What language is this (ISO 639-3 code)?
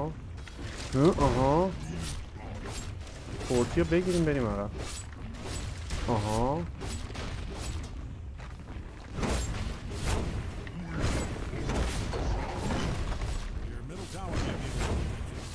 fas